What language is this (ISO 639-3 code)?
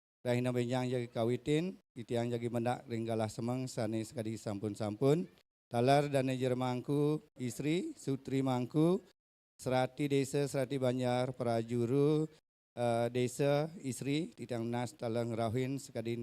ban